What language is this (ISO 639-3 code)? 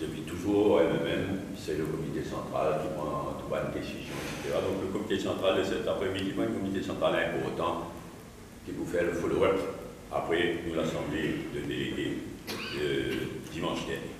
mfe